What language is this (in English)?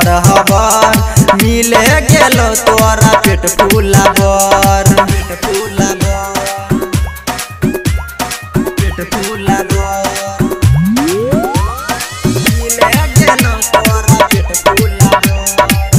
Maithili